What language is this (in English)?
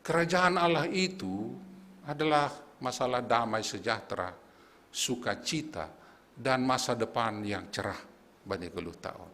Batak Simalungun